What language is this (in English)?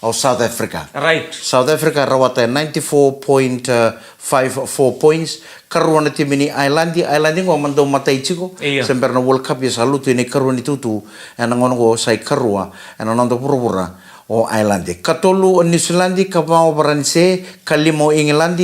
Fijian